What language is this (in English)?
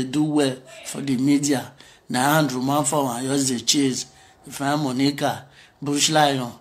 Nigerian Pidgin